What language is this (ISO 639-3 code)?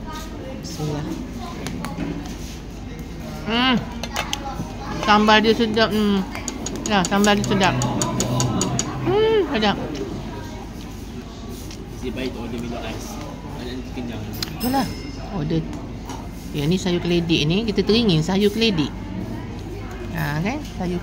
msa